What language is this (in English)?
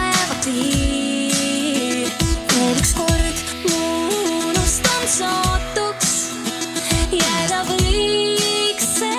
Estonian